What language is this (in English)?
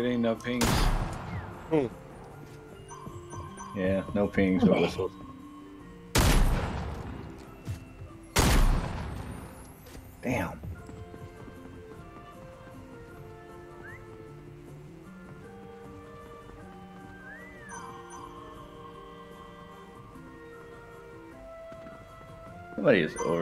English